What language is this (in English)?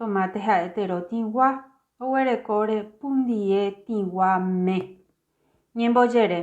Guarani